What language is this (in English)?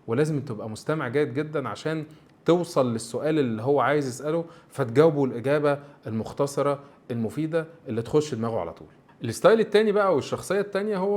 Egyptian Arabic